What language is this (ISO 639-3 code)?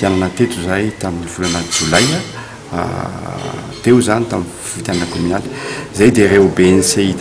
mlg